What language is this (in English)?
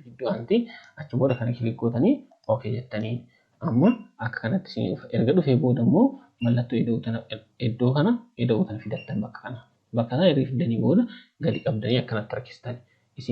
Oromo